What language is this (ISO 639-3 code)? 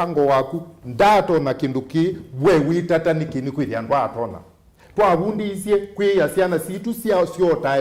kam